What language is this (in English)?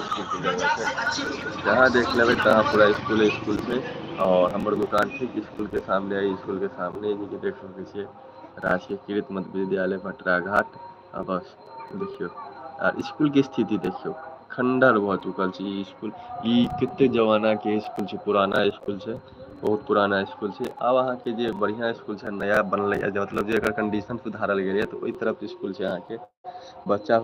Maithili